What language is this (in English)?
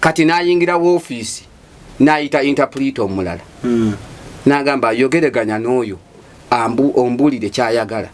Ganda